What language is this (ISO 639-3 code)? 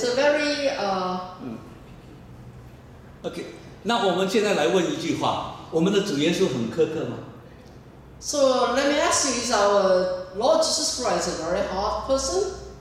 zho